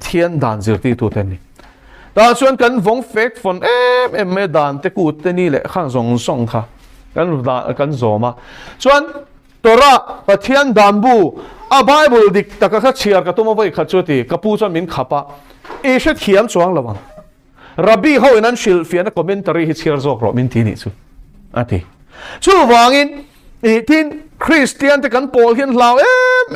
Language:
Mizo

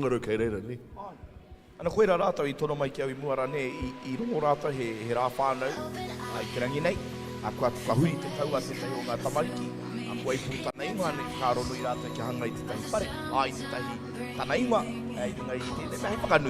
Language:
Māori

